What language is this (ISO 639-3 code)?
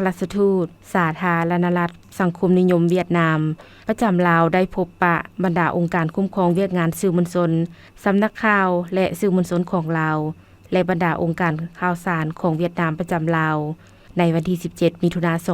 lao